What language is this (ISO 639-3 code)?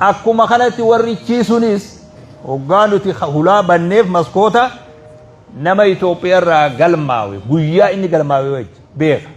orm